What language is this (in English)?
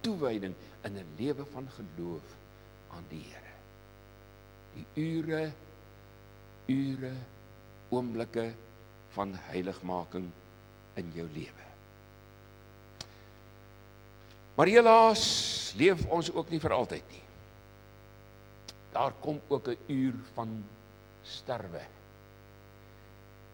Afrikaans